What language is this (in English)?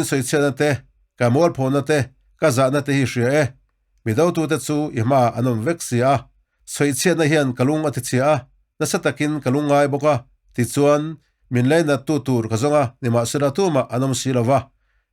Mizo